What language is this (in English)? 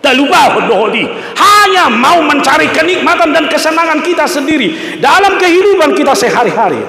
Batak Toba